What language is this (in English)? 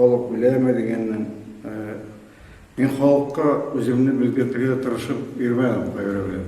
Tatar